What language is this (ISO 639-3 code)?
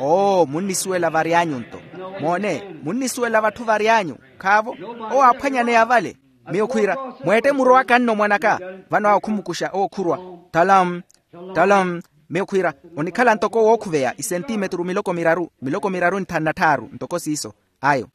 vmw